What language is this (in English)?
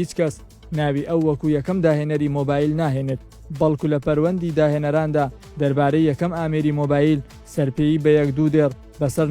Central Kurdish